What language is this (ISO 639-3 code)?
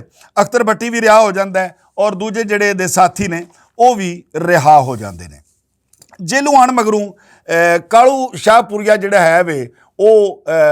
lah